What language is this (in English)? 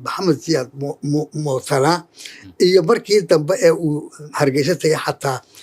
Somali